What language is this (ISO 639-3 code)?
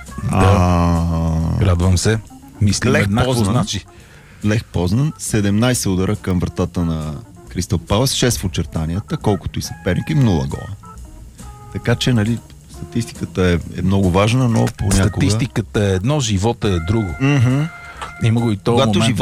bul